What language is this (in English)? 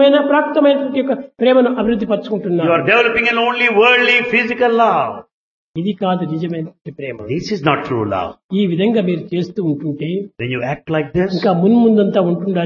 Telugu